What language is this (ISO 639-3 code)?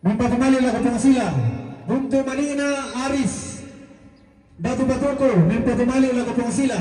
sda